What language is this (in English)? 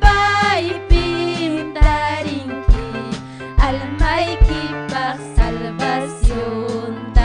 Ayacucho Quechua